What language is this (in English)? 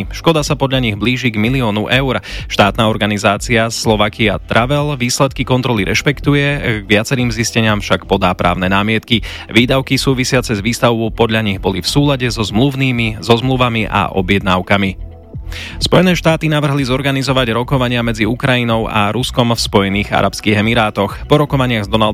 Slovak